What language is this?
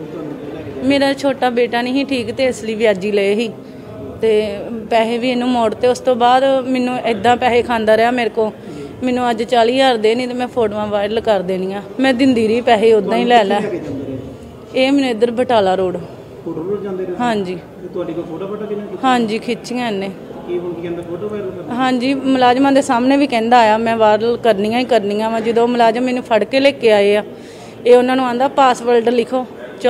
Punjabi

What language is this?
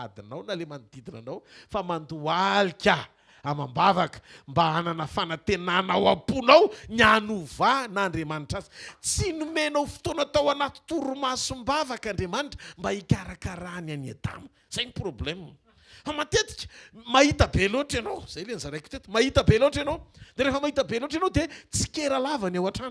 Malagasy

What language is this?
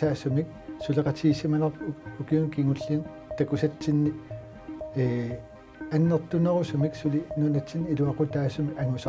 Kalaallisut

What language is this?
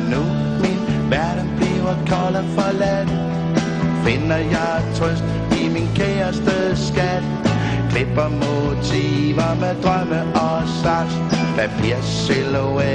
Danish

